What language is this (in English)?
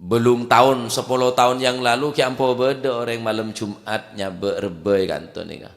Madurese